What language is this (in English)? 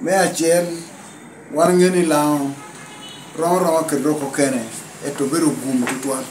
Lango (Uganda)